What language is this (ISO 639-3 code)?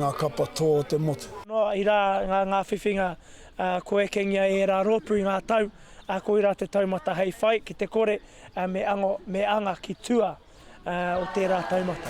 mri